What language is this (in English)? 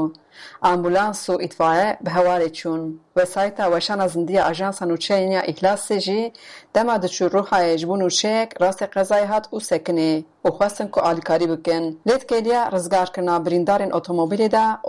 Kurdish